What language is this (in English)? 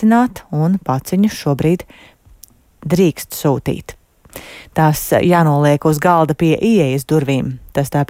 Latvian